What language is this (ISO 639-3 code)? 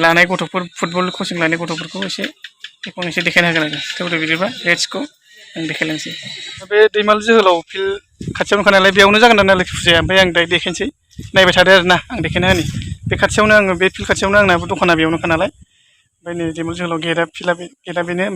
brx